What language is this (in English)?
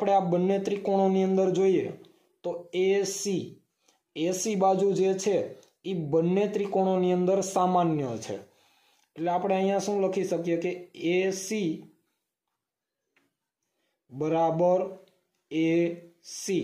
Gujarati